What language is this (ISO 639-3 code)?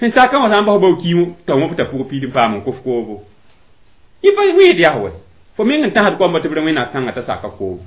mos